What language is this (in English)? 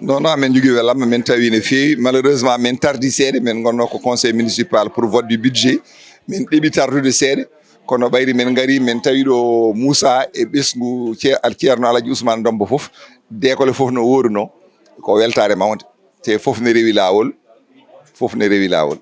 Fula